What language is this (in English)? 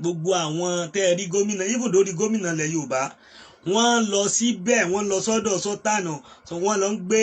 Yoruba